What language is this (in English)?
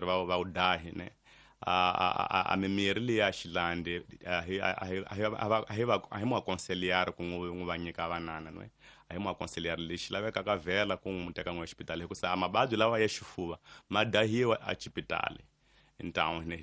Tsonga